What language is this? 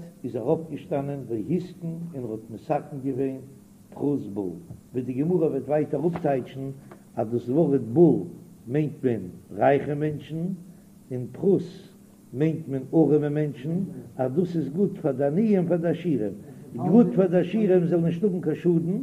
Yiddish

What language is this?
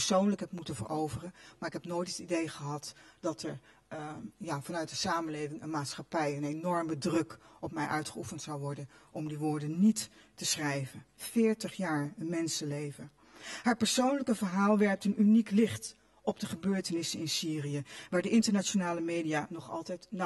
Dutch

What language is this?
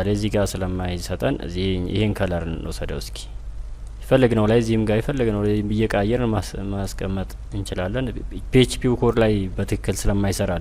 Amharic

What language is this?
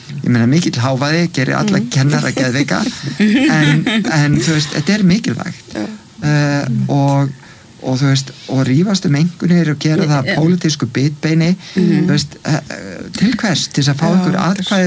Icelandic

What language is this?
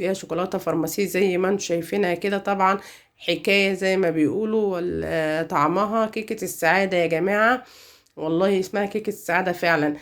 Egyptian Arabic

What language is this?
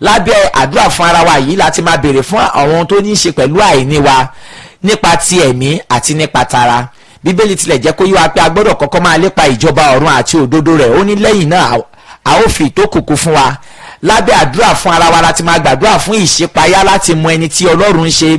Yoruba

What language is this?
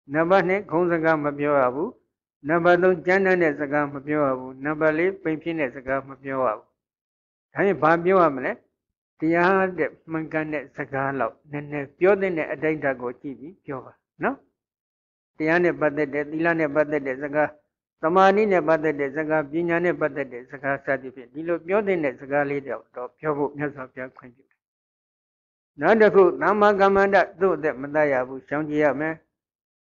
Burmese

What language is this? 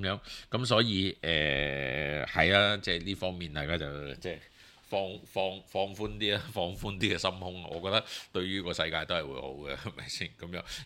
Cantonese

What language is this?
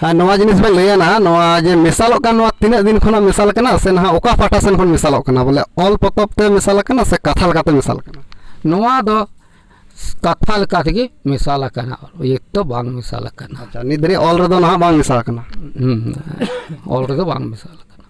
Santali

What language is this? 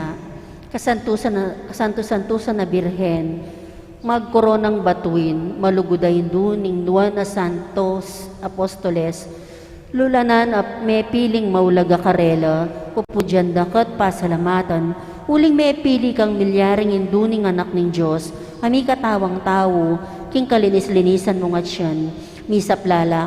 Pampanga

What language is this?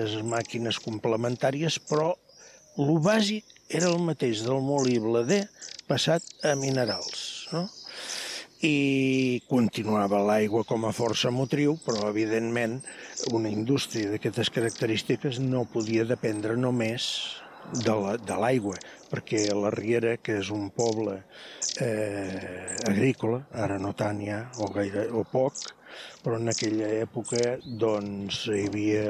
Catalan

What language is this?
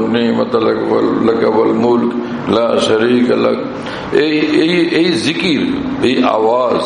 Bangla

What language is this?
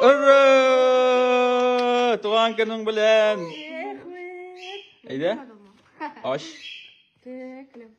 Tatar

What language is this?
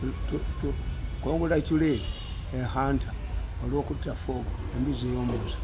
Ganda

